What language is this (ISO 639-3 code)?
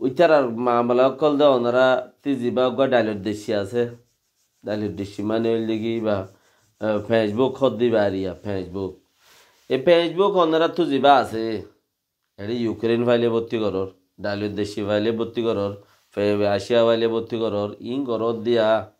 rhg